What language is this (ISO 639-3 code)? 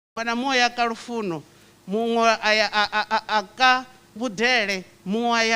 ven